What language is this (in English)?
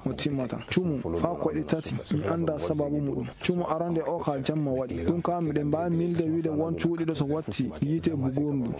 Fula